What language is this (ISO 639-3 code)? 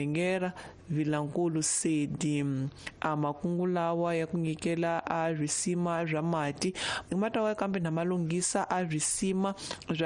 tso